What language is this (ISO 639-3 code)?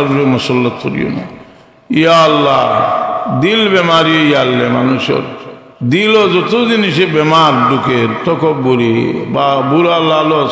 syl